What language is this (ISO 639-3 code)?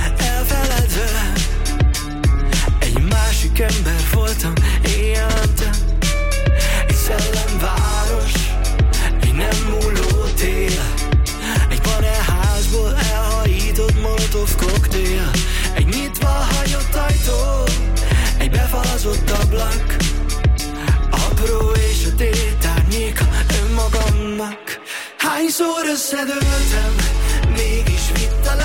hun